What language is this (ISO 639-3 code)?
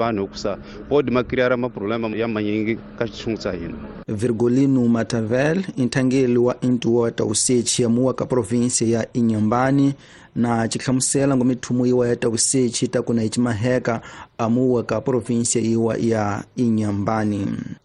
tso